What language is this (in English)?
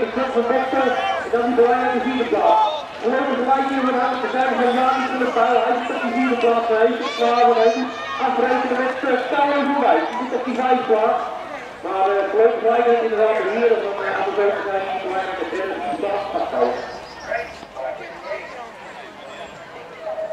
Dutch